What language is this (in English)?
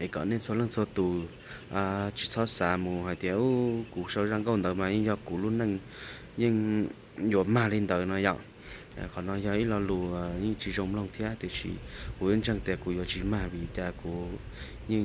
Hmong